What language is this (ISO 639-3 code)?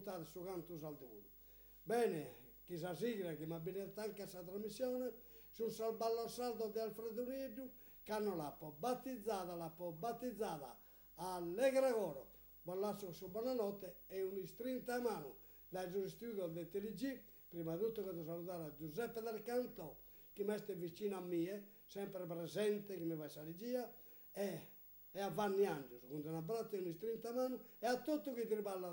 srd